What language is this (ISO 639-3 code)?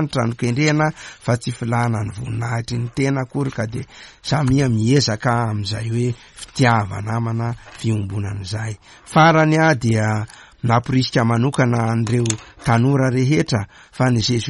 mlg